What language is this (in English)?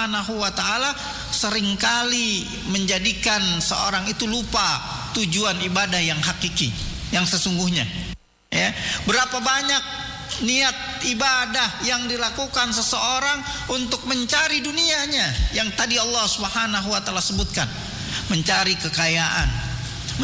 Indonesian